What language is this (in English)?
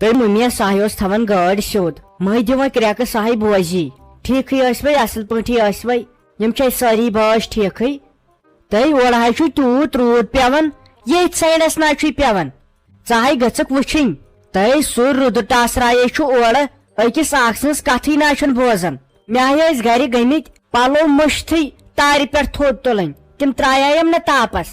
Kashmiri